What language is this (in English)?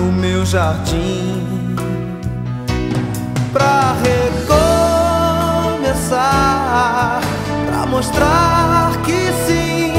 Portuguese